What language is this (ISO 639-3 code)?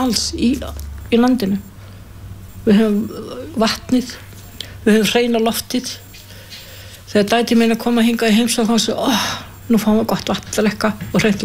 isl